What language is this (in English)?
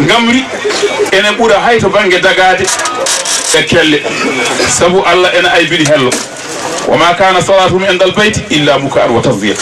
Fula